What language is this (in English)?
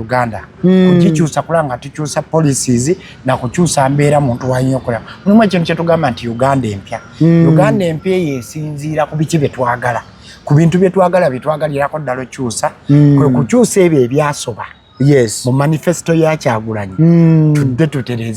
Ganda